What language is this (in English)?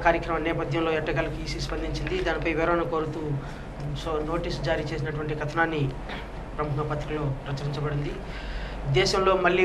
Telugu